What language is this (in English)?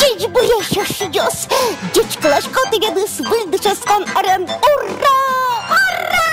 Udmurt